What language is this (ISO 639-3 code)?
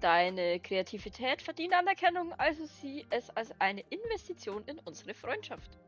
bar